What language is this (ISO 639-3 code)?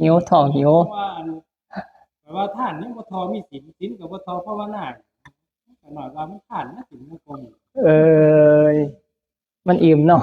tts